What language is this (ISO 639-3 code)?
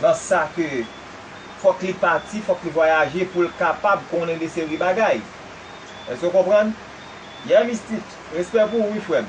hat